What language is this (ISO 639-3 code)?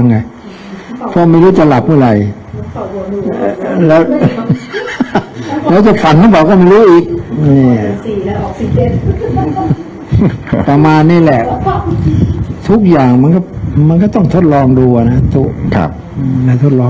tha